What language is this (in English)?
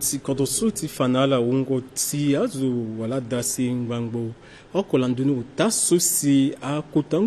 Sango